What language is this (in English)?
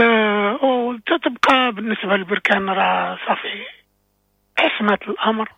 Moroccan Arabic